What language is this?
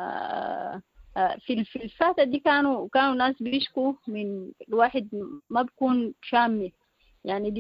Sudanese Arabic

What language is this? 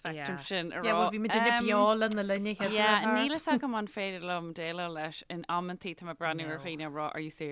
Irish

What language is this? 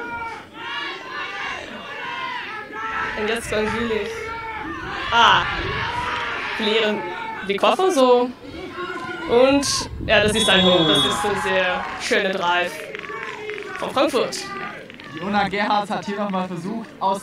German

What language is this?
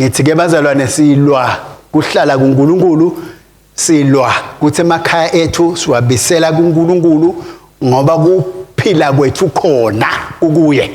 Swati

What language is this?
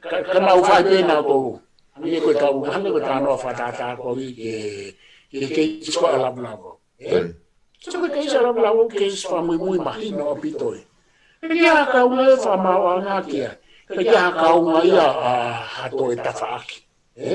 Tongan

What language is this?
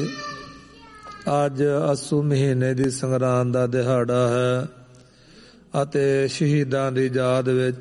Punjabi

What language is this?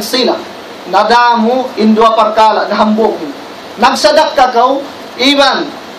Tausug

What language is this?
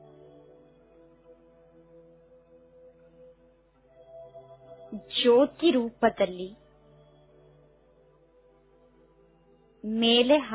Kannada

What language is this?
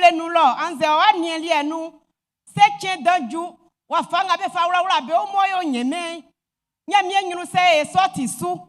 Baoulé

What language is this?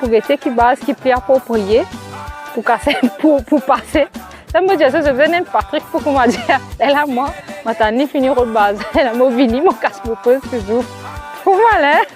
Morisyen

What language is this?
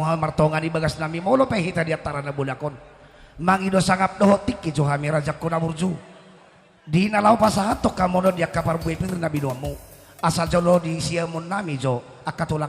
Batak Toba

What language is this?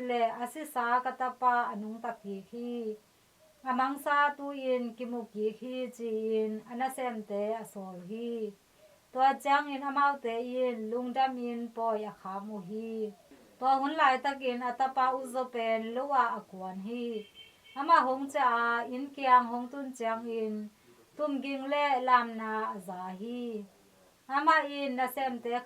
Tedim Chin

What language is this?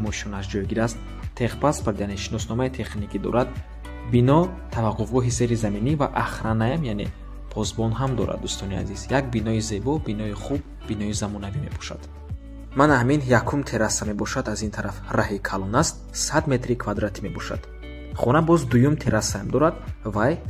Tajik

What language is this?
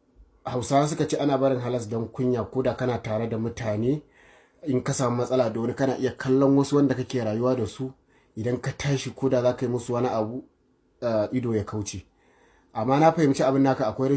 Hausa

